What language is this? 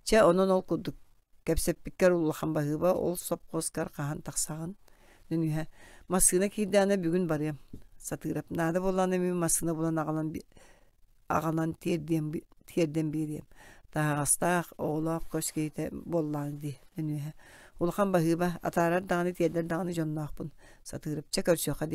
Yakut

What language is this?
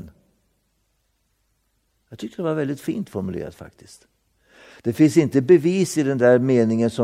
Swedish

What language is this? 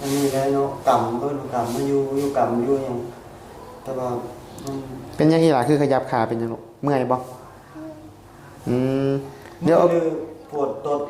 Northeastern Thai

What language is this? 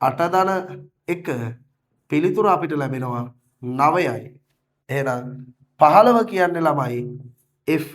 Sinhala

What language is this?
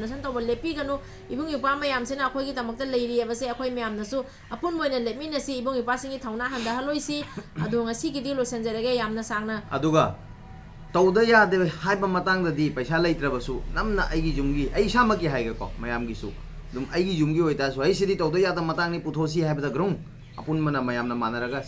Manipuri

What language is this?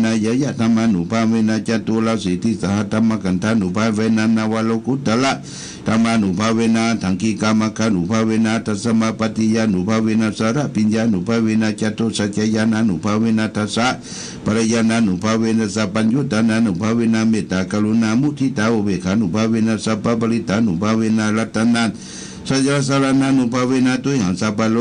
Pali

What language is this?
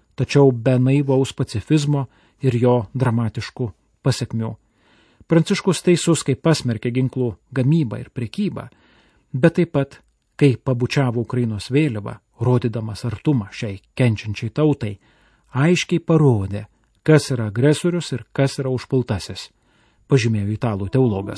Lithuanian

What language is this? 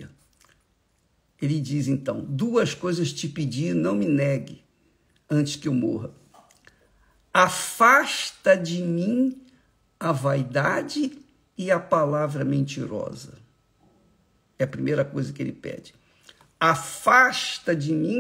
Portuguese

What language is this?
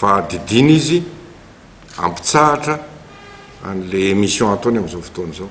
Malagasy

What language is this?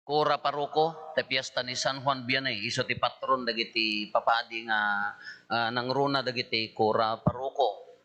Iloko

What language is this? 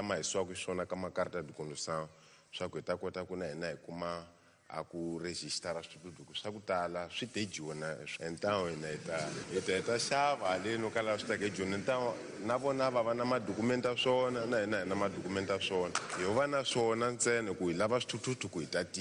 Tsonga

